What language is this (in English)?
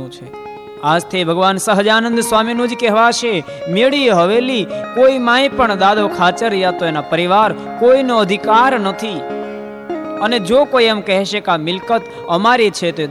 Gujarati